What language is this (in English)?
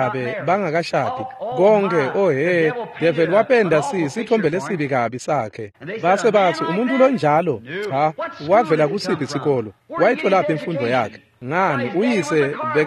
Swati